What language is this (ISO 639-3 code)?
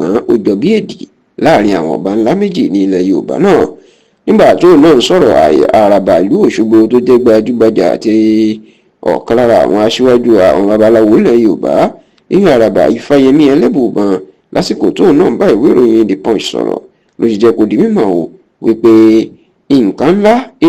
yor